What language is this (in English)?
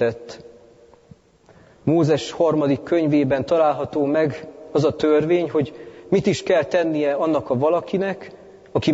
Hungarian